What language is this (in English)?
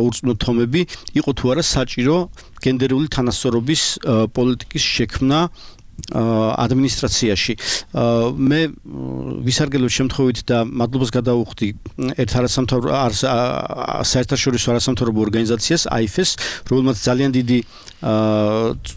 Georgian